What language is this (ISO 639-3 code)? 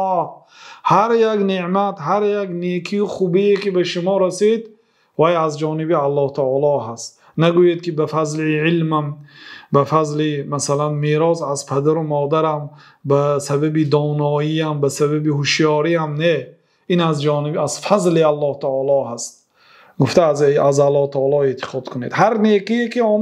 fas